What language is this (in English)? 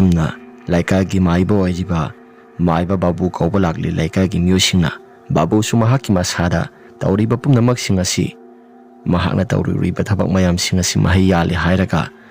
Manipuri